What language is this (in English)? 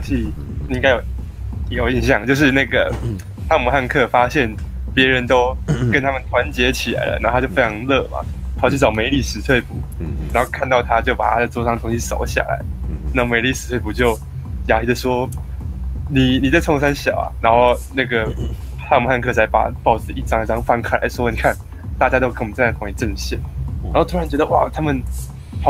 Chinese